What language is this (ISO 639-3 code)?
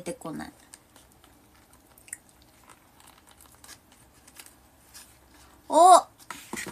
jpn